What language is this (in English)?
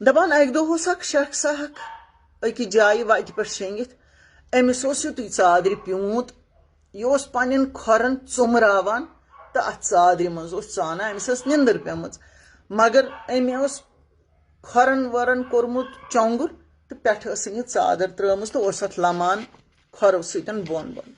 Kashmiri